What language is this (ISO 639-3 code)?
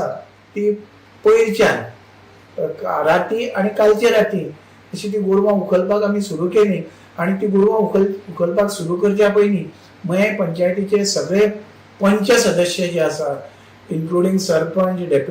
kok